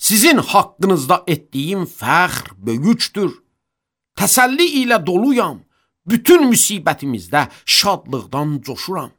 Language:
Azerbaijani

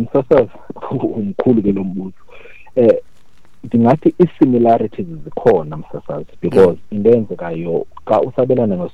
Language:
Xhosa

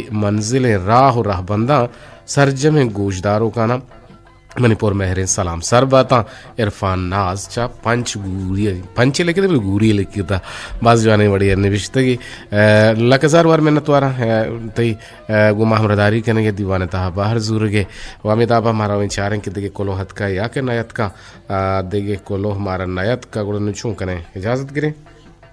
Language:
Eastern Balochi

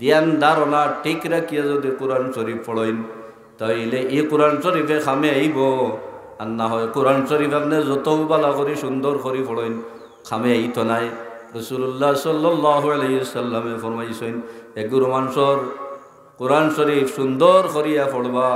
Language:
Sylheti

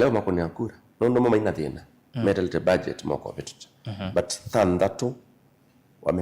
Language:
Kamba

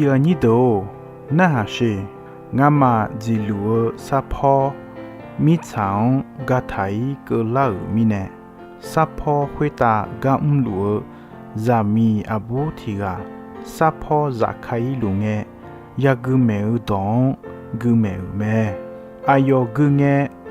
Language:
Akha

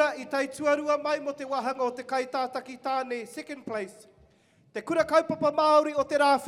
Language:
Māori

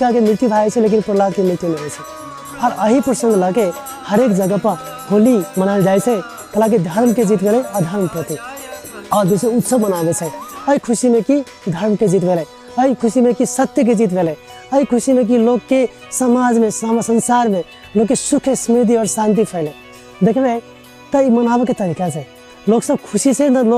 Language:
Maithili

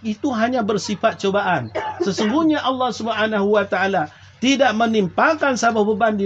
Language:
Achinese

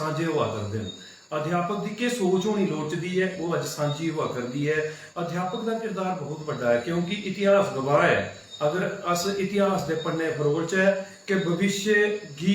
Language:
Dogri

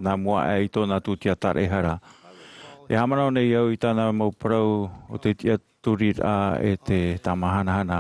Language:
Tahitian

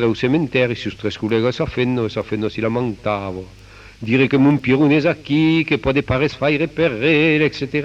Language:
Occitan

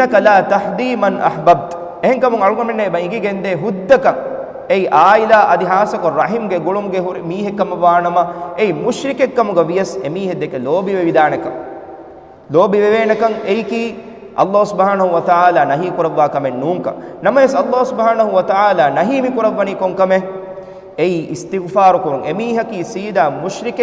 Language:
Divehi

